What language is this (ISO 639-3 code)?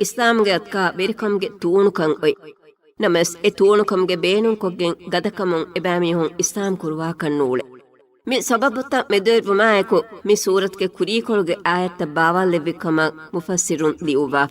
div